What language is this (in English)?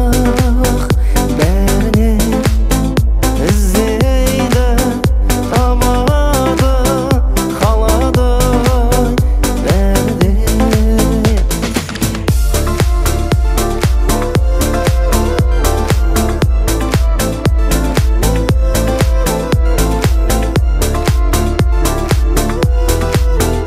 Kazakh